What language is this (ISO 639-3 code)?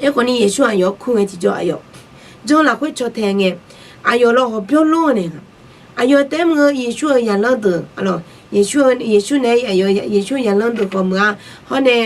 ahk